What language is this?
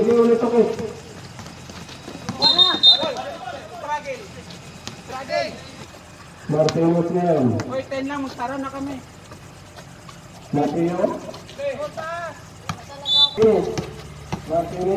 Filipino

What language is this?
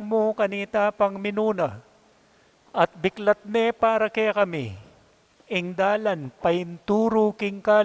Pampanga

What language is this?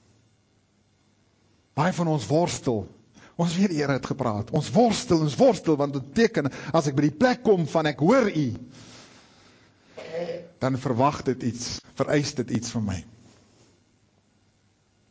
Afrikaans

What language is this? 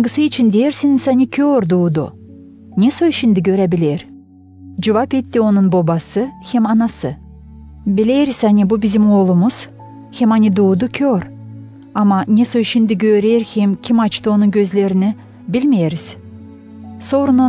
Gagauz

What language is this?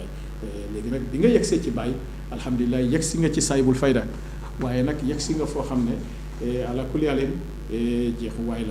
Wolof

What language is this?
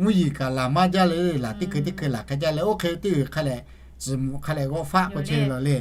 Lahu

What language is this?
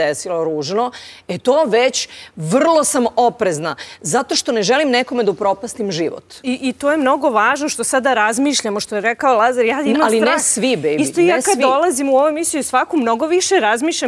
Serbian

